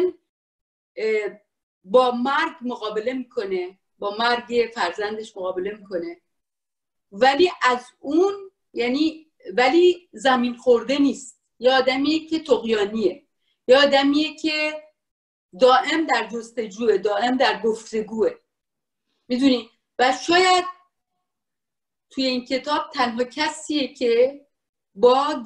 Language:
Persian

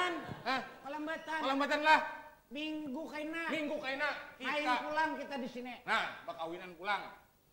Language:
Banjar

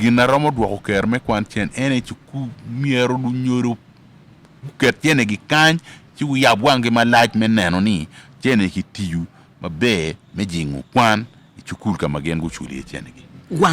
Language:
Acoli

